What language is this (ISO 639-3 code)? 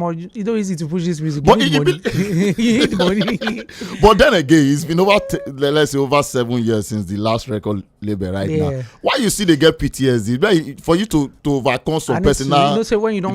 pcm